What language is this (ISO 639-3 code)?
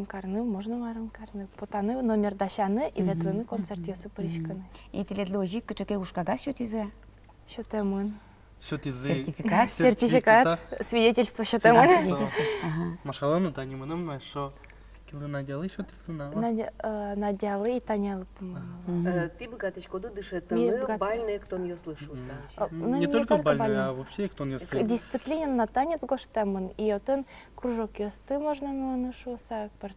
udm